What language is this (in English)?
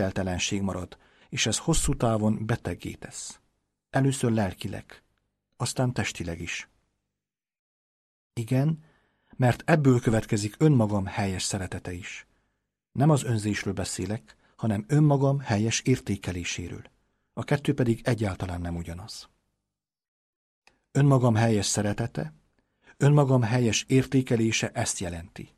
Hungarian